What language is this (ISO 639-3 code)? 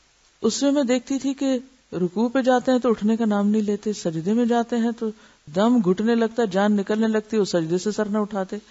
urd